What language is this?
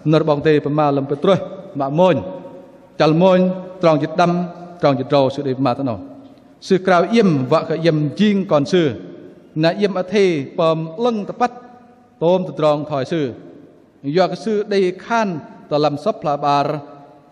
Bahnar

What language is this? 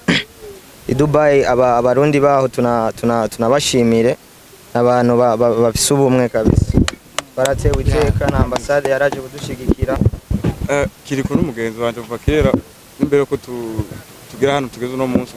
Rundi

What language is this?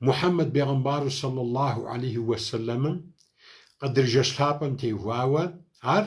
Kabardian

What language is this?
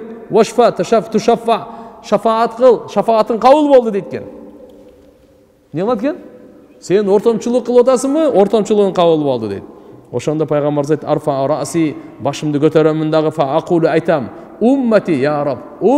Kyrgyz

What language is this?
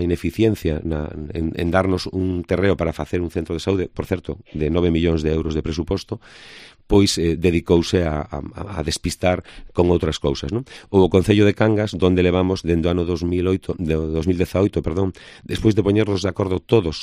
Galician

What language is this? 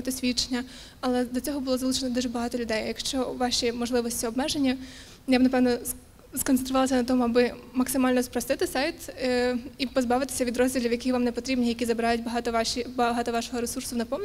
Ukrainian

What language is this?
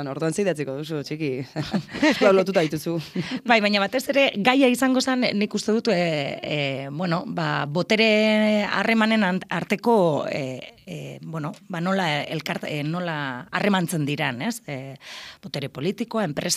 Basque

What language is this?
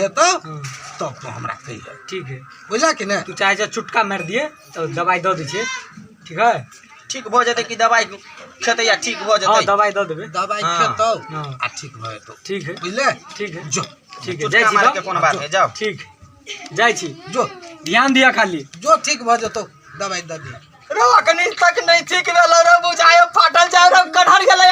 Maithili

